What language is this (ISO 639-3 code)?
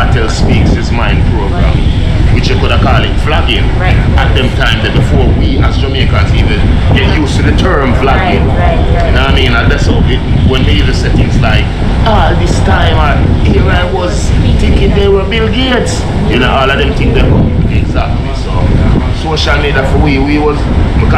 jam